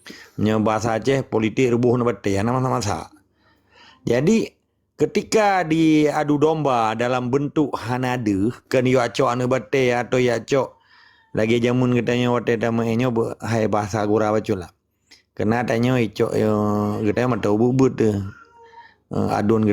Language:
Achinese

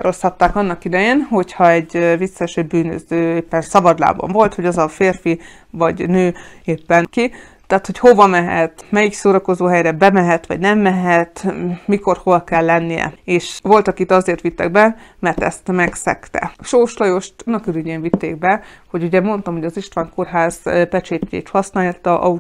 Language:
Hungarian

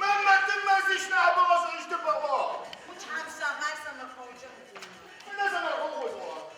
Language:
Adyghe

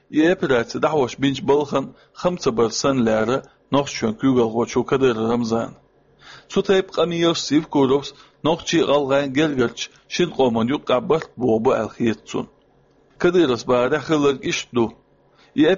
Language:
Chechen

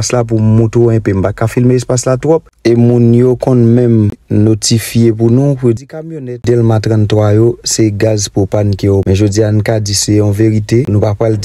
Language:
Haitian Creole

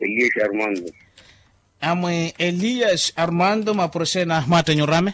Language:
Makhuwa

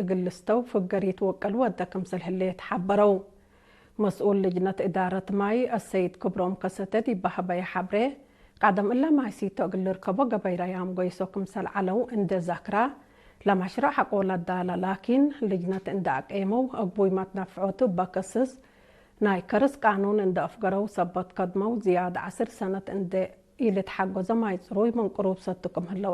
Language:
Tigre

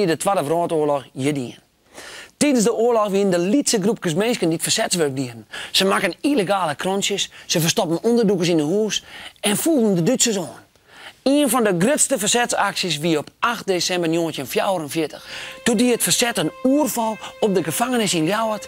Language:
Western Frisian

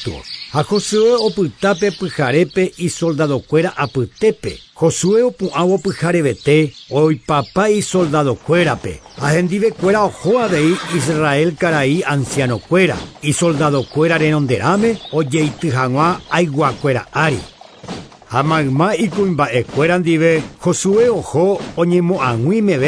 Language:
Guarani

